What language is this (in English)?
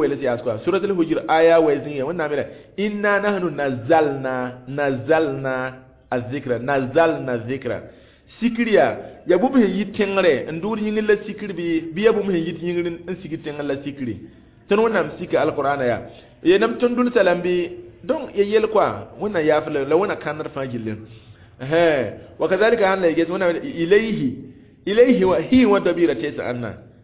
Mossi